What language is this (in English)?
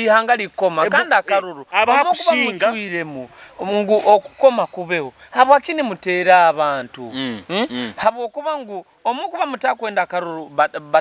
Nyoro